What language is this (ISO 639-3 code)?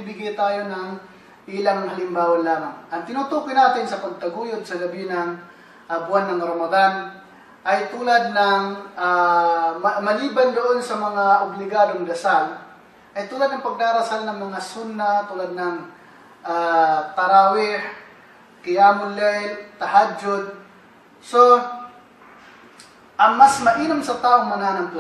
fil